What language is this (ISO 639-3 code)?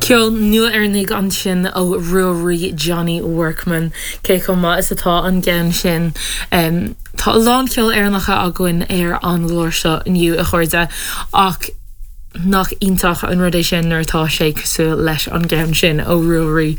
gle